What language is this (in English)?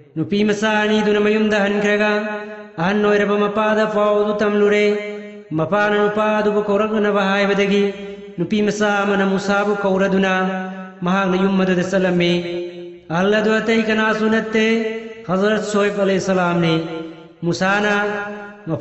Manipuri